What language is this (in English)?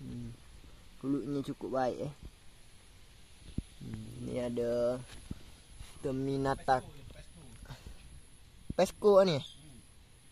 Malay